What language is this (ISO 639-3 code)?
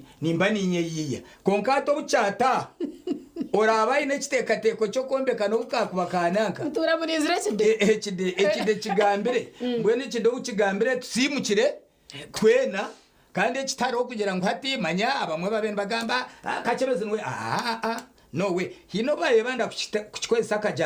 nyn